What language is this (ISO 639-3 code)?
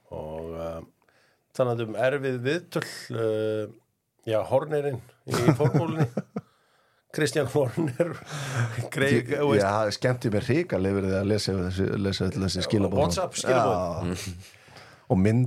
isl